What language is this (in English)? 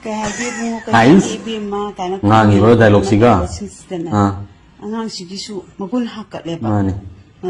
Manipuri